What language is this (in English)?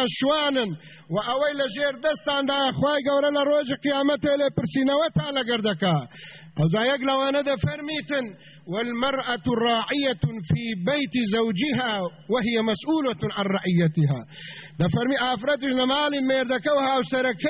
Central Kurdish